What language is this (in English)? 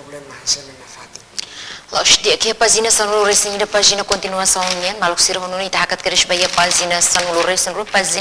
Tetum